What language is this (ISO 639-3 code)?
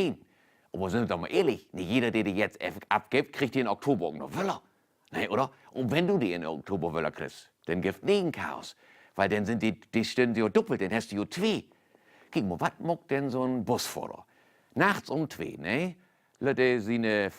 nds